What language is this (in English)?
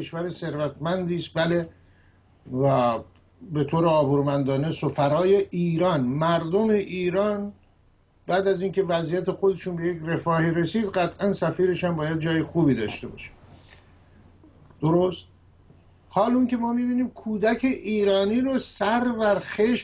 Persian